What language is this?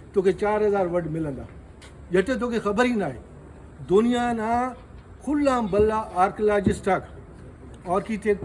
Brahui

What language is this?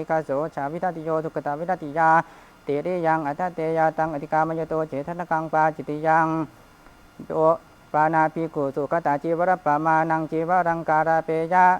Pali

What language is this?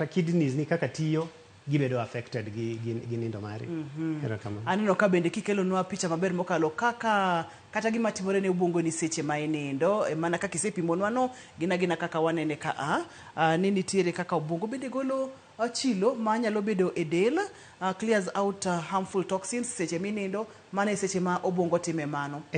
Luo (Kenya and Tanzania)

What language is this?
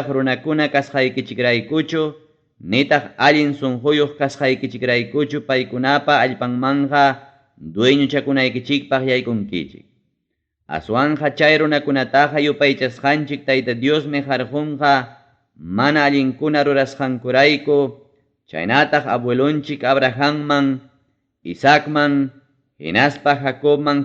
Ayacucho Quechua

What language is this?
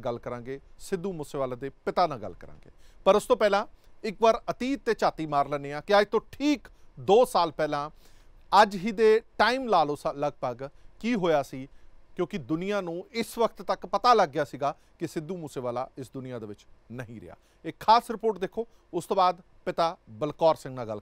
Punjabi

